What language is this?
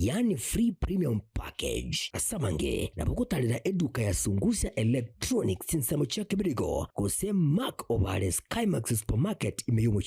Gusii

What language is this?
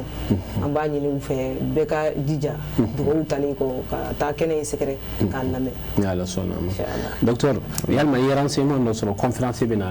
Bambara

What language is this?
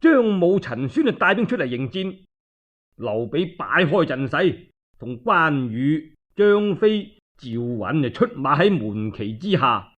Cantonese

